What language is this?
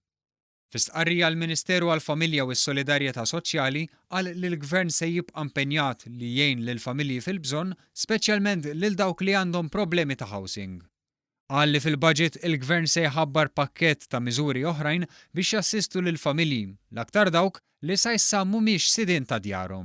Maltese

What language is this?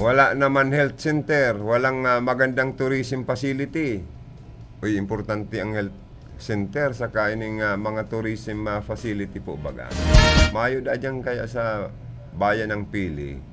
Bikol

